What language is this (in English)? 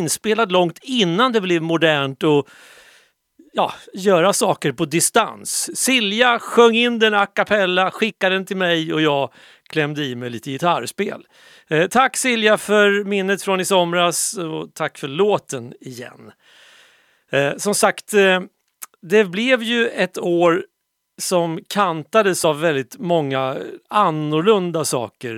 Swedish